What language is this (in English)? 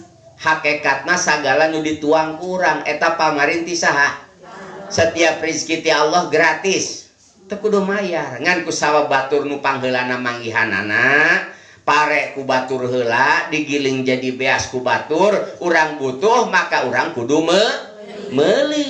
Sundanese